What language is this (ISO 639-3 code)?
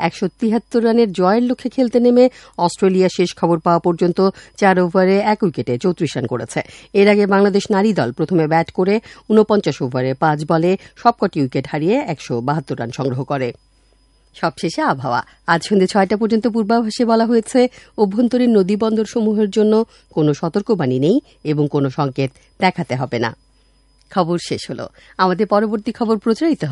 ben